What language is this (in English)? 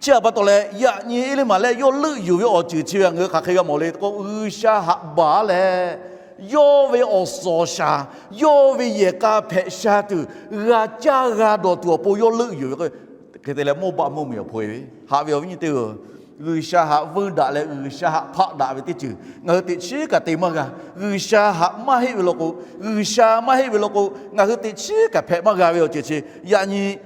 Lahu